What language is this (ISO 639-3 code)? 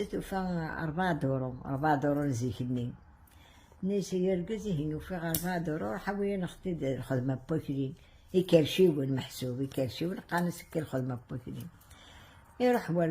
kab